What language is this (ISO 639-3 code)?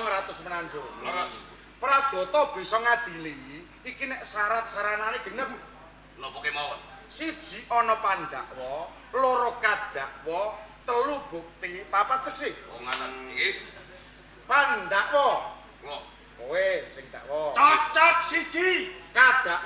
jav